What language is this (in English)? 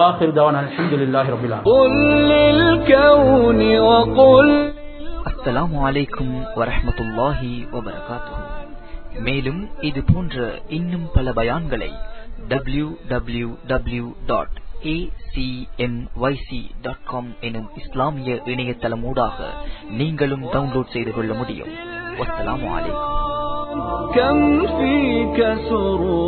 Tamil